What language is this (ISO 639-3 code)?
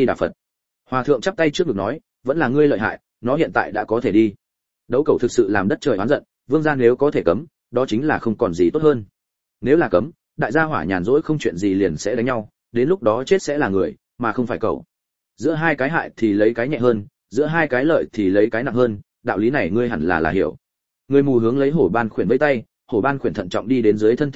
vie